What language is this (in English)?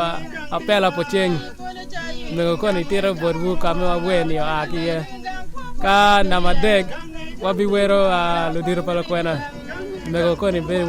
Acoli